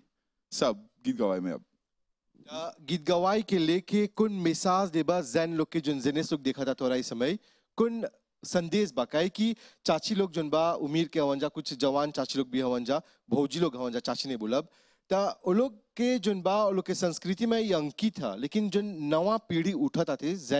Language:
Bhojpuri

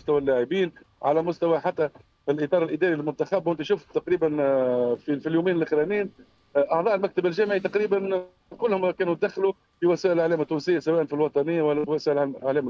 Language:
Tunisian Arabic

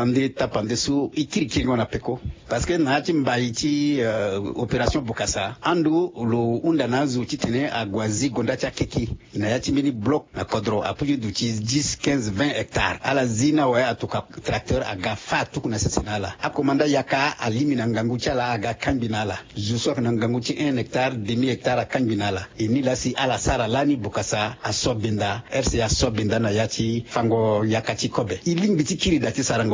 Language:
Sango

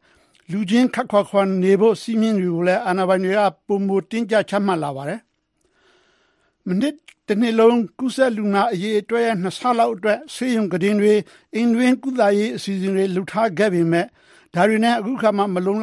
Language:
Burmese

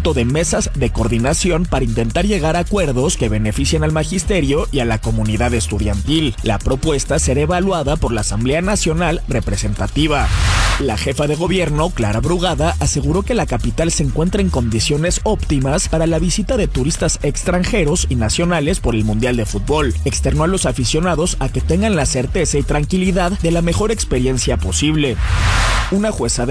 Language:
Spanish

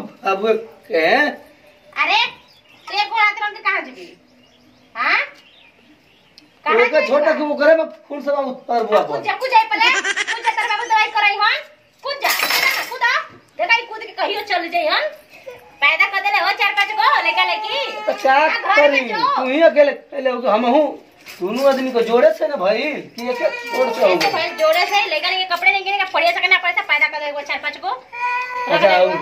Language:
Bhojpuri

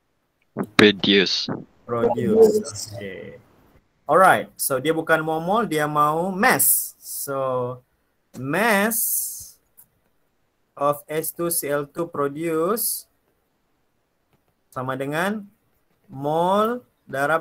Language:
Malay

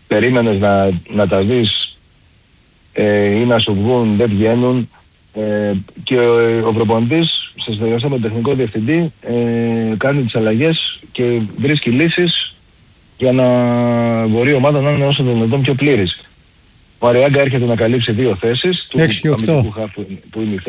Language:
Greek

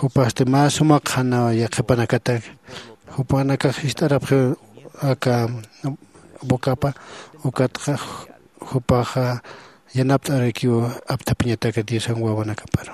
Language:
Aymara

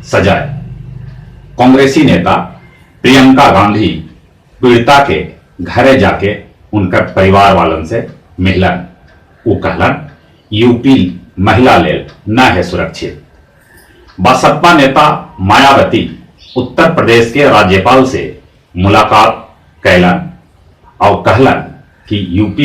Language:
Magahi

